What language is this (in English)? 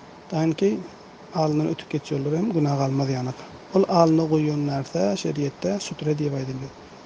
Turkmen